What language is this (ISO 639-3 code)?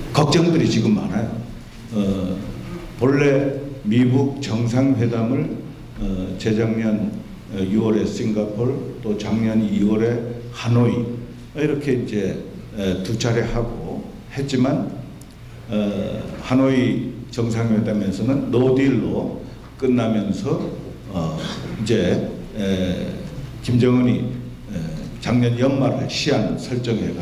kor